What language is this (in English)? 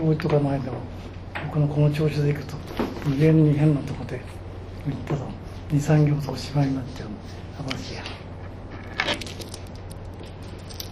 Japanese